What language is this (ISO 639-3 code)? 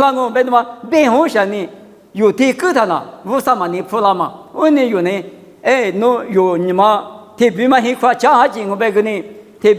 lis